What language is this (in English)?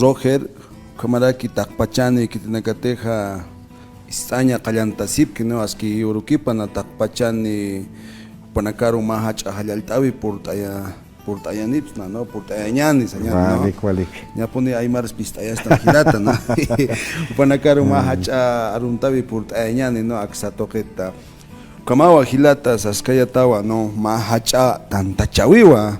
Aymara